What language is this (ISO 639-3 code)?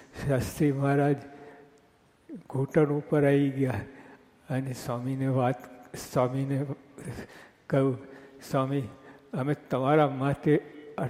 guj